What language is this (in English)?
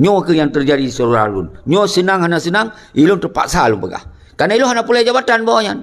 Achinese